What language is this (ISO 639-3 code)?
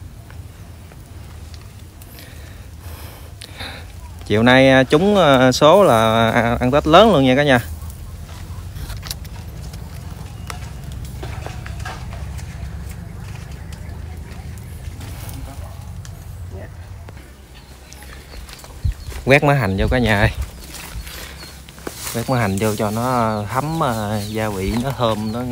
vie